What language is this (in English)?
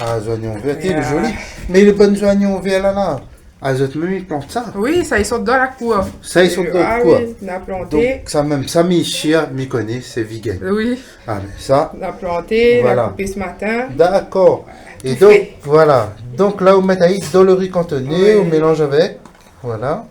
Réunion Creole French